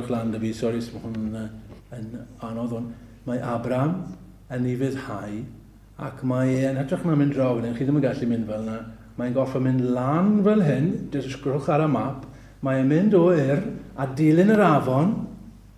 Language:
Welsh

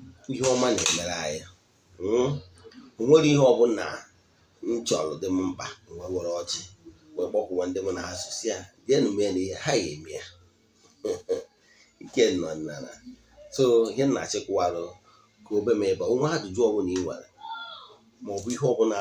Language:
Igbo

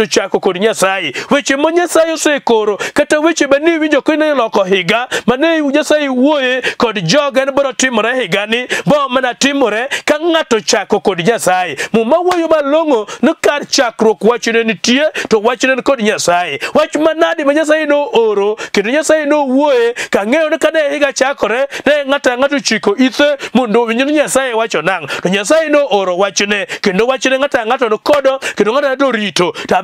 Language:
Luo (Kenya and Tanzania)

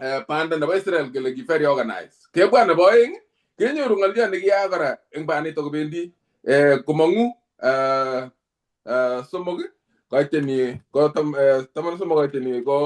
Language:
Kalenjin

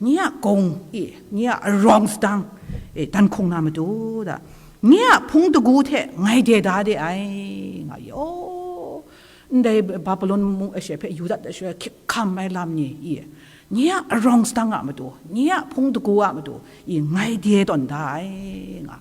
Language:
Kachin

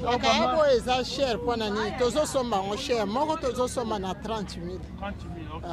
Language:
Lingala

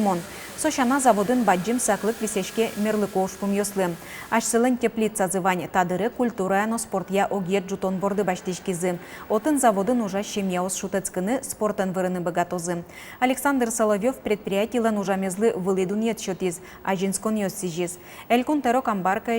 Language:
Udmurt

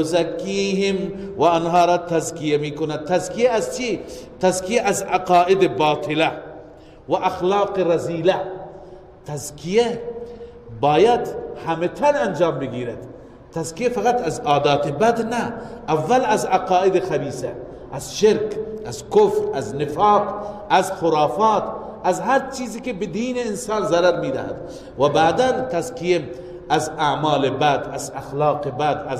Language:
Persian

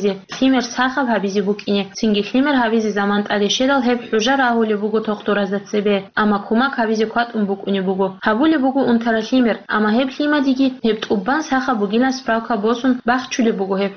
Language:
Avaric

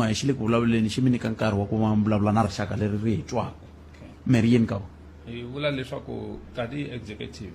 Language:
Tsonga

